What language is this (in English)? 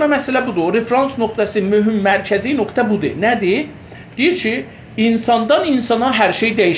South Azerbaijani